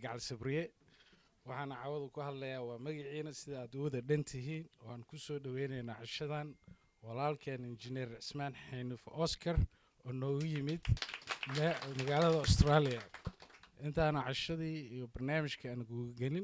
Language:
Somali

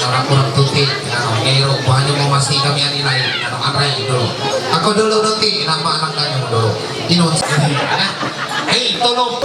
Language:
Ma'anyan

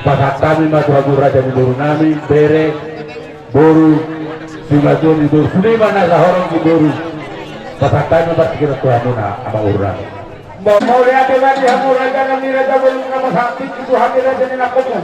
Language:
Batak Toba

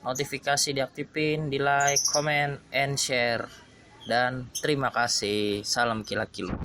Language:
Betawi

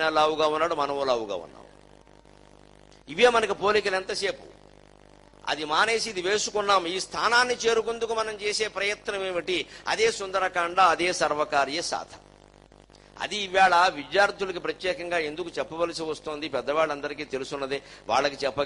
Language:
Telugu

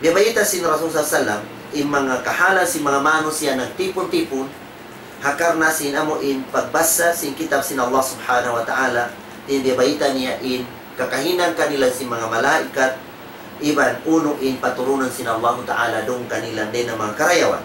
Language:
Tausug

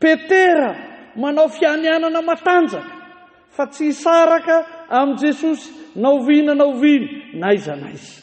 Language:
Malagasy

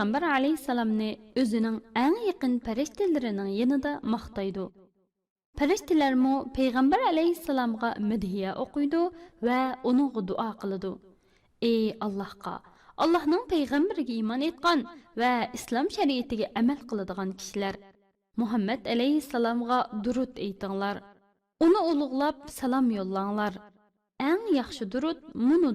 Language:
Uyghur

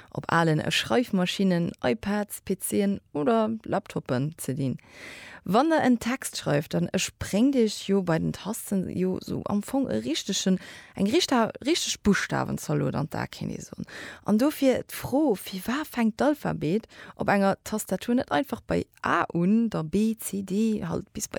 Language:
Luxembourgish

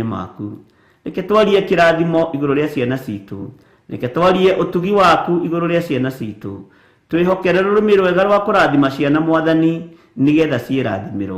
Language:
Kikuyu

